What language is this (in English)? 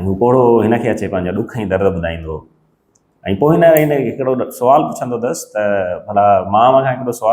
Sindhi